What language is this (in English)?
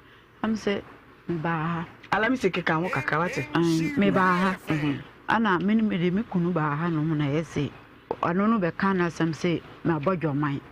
Akan